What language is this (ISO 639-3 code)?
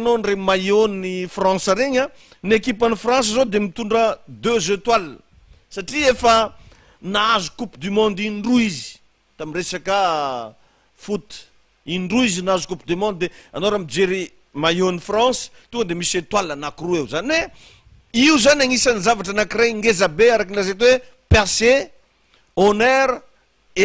mlg